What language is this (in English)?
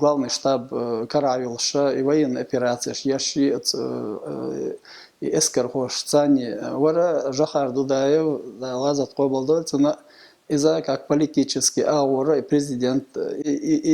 Chechen